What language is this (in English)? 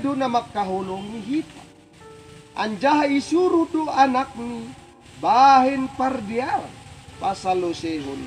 Batak Simalungun